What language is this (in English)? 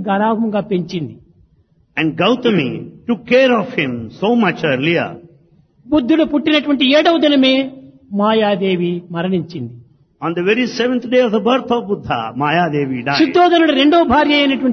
Telugu